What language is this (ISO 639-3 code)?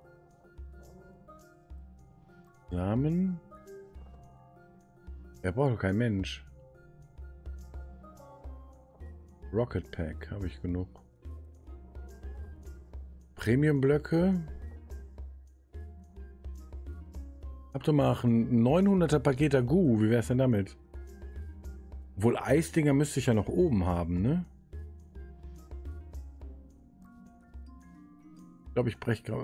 deu